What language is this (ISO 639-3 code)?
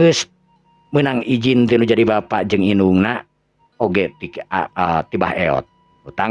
sun